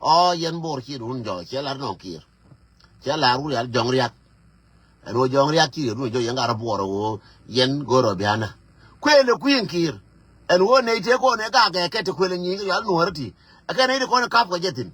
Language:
Nuer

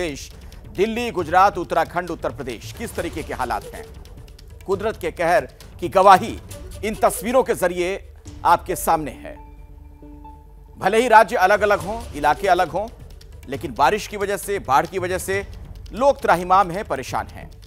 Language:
Hindi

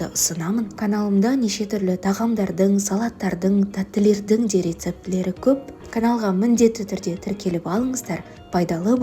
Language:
Kazakh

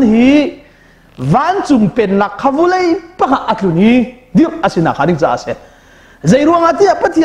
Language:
Hakha Chin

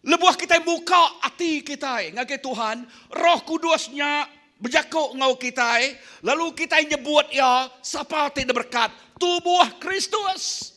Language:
Iban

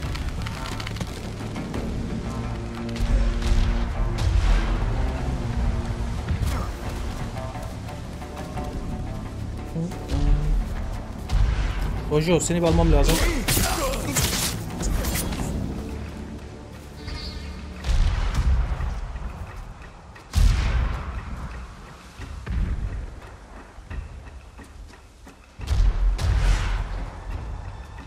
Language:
Turkish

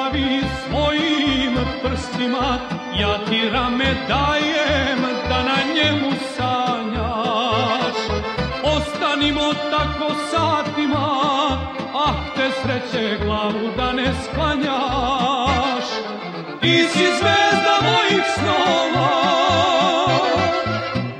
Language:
Serbian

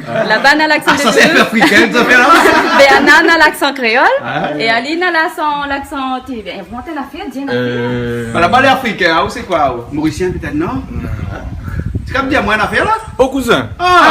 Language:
Réunion Creole French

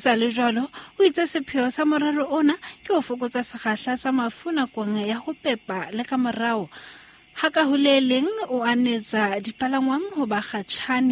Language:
Southern Sotho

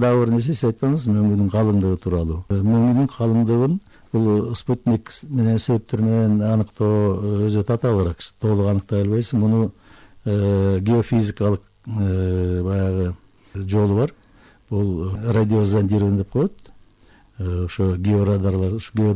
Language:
Kyrgyz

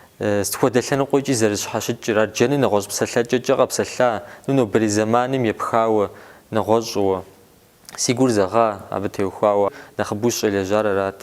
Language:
Kabardian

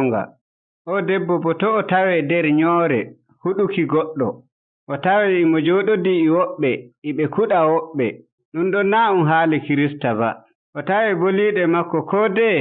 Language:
Nigerian Fulfulde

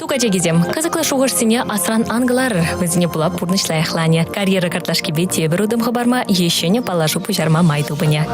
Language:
Chuvash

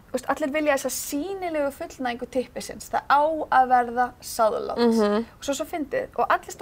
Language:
Icelandic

